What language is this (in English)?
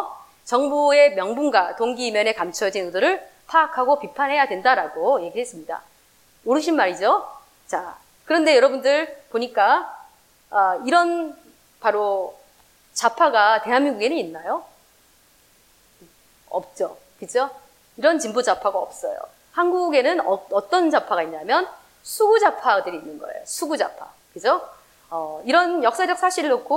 Korean